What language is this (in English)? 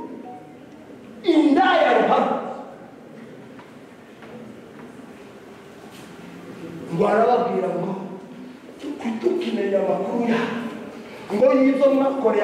Kinyarwanda